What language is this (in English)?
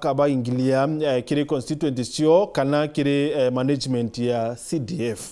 Meru